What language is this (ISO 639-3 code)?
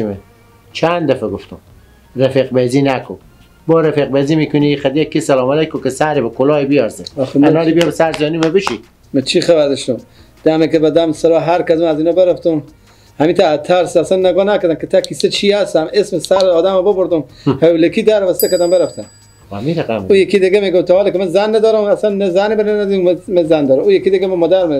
fas